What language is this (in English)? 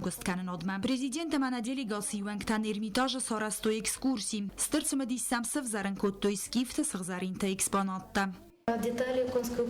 Ossetic